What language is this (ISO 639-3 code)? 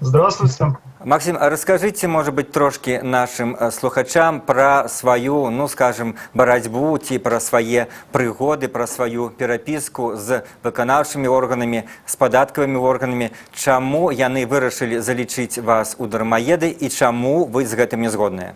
bel